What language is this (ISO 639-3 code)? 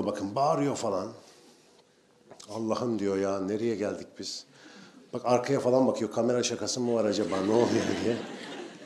tur